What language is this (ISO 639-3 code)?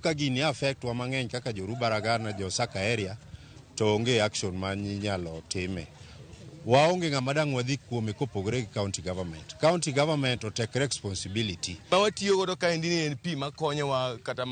luo